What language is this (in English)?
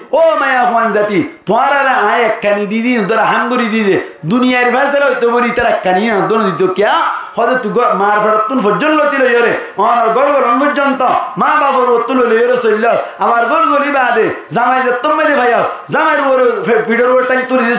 Rohingya